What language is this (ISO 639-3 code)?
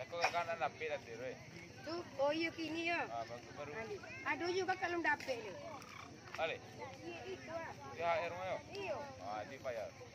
min